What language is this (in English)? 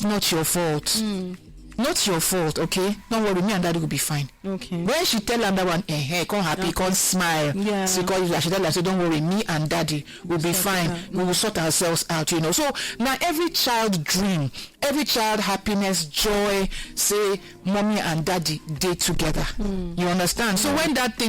Nigerian Pidgin